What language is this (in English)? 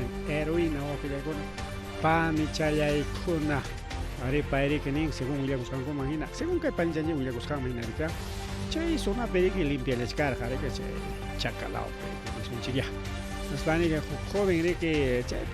Ayacucho Quechua